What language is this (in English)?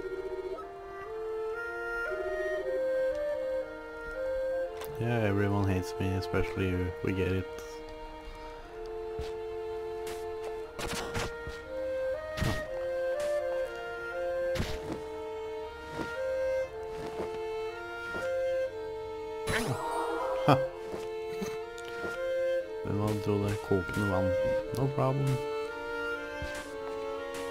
Norwegian